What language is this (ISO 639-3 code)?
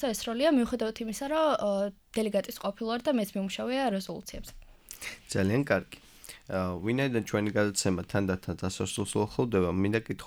kat